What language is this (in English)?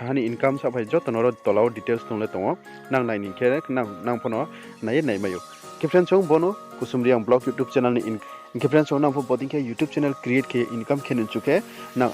Riang (India)